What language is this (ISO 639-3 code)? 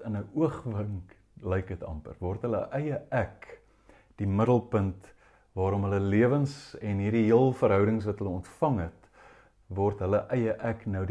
afr